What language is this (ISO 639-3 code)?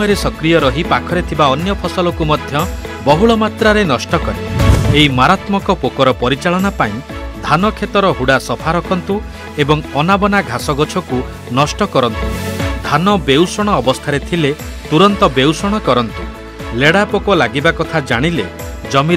ori